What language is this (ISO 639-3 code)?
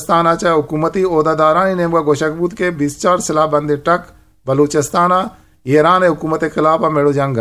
bgp